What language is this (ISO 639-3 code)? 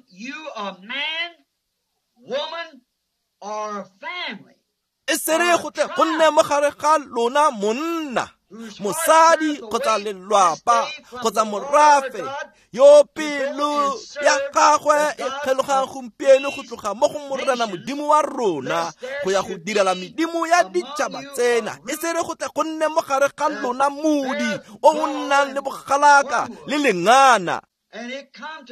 tsn